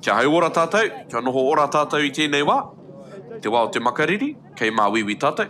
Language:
Māori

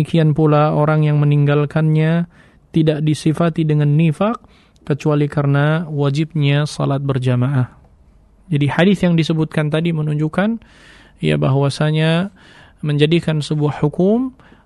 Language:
Indonesian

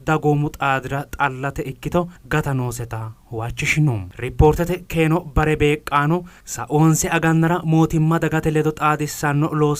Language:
Sidamo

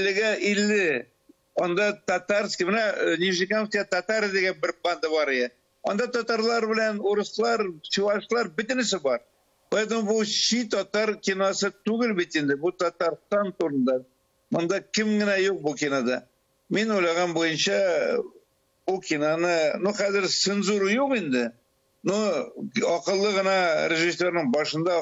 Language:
Tatar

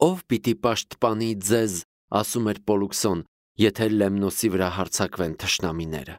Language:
Armenian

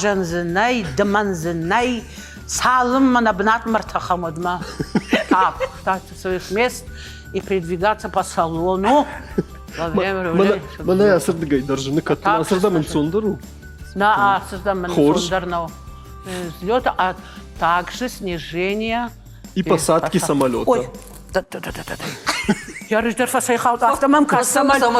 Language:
Ossetic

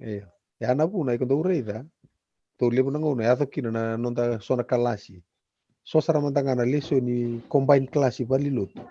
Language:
Fijian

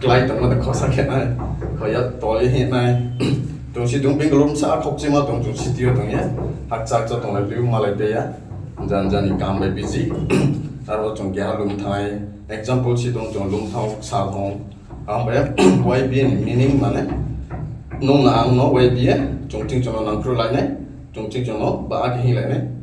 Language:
Riang (India)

